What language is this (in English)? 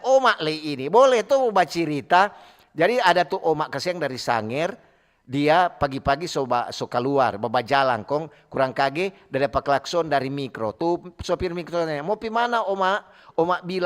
Manado Malay